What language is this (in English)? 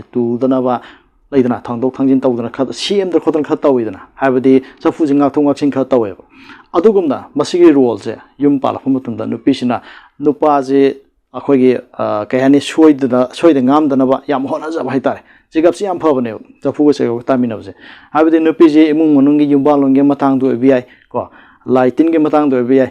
Manipuri